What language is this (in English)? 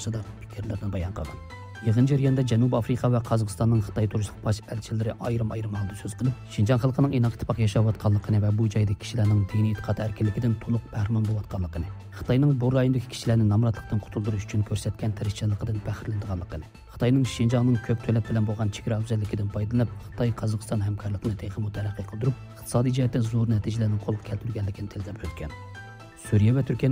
Uyghur